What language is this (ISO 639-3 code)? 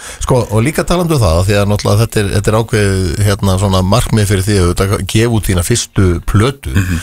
isl